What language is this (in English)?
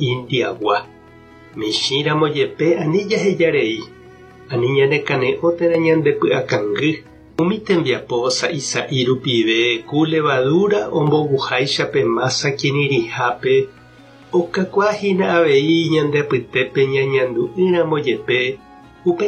Guarani